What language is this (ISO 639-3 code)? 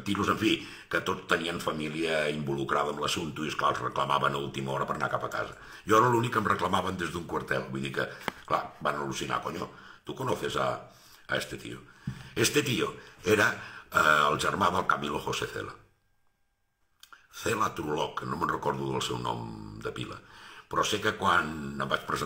cat